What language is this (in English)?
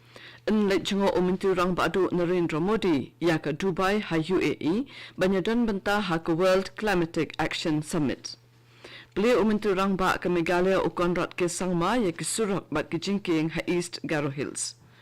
Khasi